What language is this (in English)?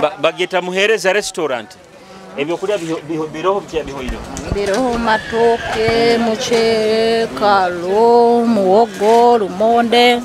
Nyoro